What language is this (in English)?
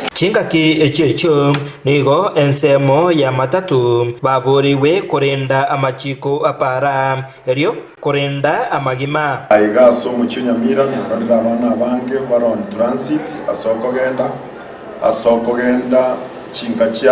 Gusii